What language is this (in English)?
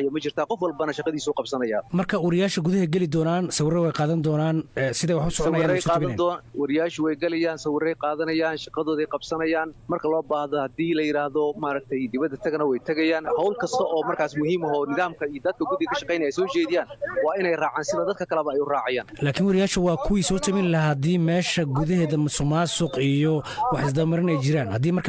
Somali